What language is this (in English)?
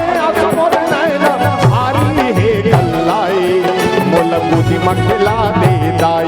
Chhattisgarhi